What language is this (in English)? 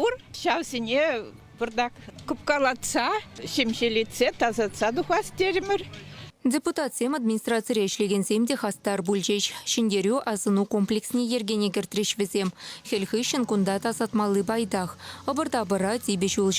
Chuvash